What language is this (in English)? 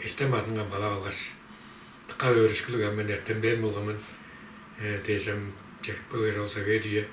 Tuvinian